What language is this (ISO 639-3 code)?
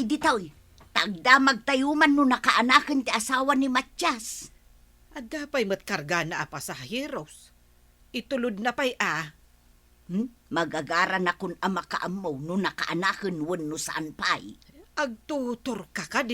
ilo